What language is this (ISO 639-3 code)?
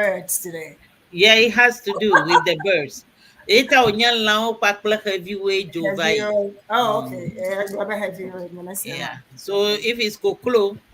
ewe